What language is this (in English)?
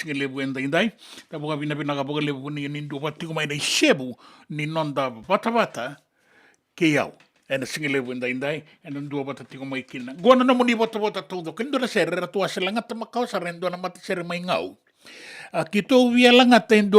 Fijian